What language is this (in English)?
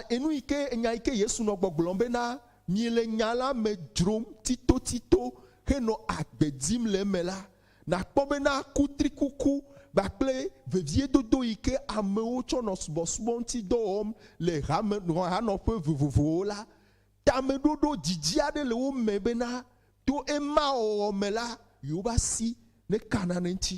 Ewe